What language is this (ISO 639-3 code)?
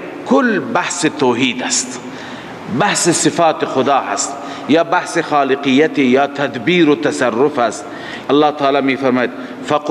fas